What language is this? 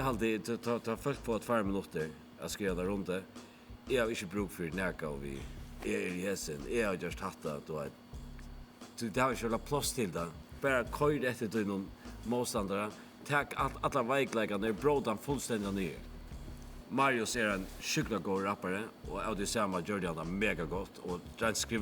Faroese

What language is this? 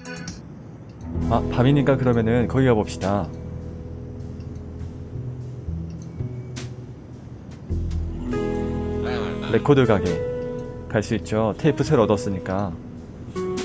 Korean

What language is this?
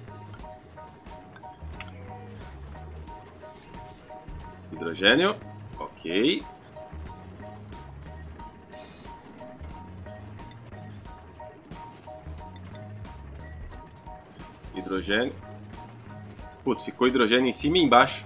Portuguese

